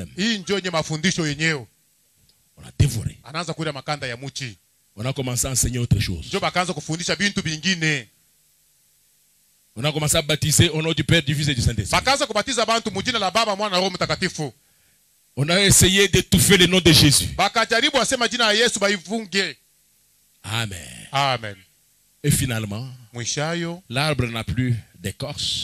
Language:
Swahili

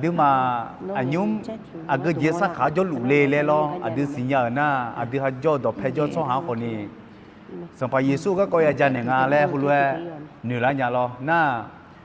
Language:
Akha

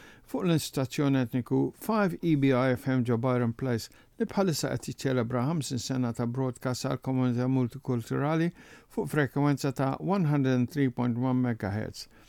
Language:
Maltese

